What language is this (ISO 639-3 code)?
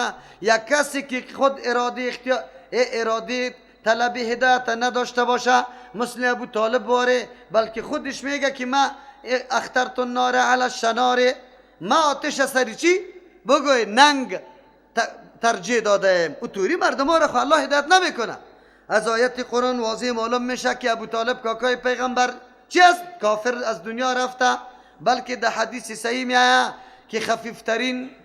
fas